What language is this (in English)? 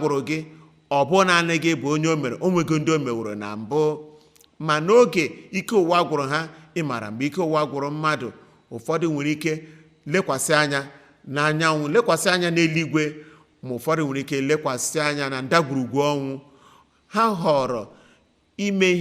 Igbo